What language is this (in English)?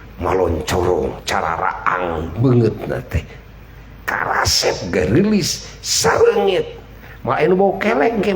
Sundanese